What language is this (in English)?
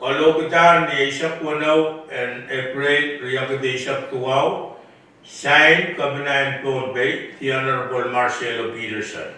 Pohnpeian